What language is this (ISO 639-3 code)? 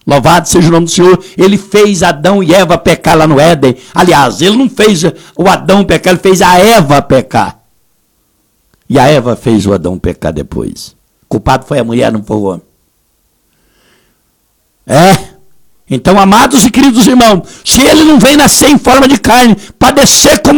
por